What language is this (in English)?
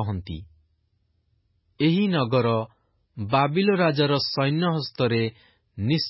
Odia